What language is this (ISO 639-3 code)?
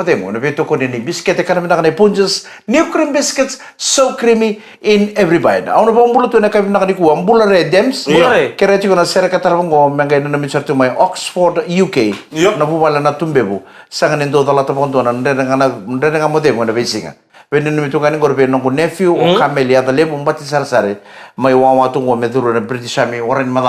fij